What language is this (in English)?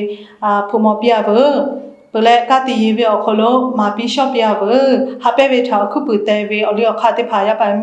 Lahu